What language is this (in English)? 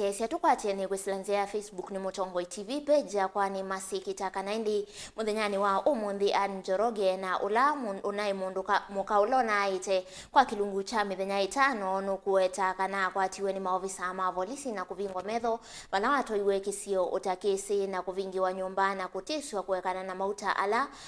Kamba